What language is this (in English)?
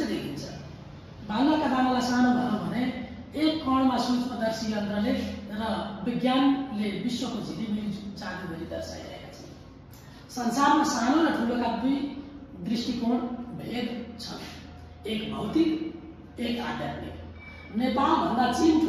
Nepali